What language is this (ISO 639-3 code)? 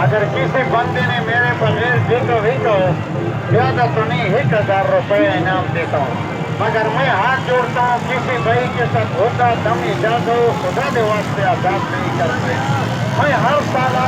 skr